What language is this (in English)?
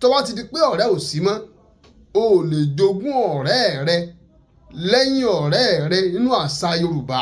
Yoruba